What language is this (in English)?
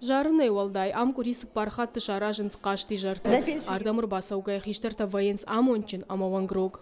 Ossetic